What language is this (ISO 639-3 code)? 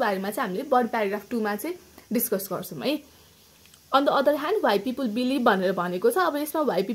nep